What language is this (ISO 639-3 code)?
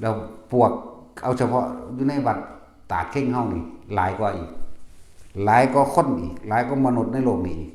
tts